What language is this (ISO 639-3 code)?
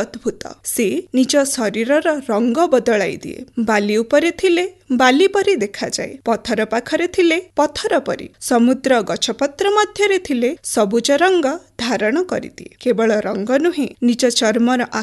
ori